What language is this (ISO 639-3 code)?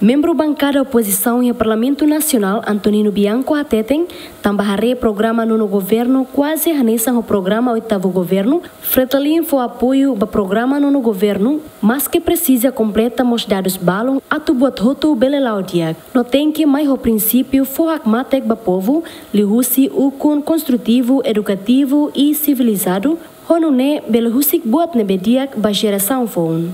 tet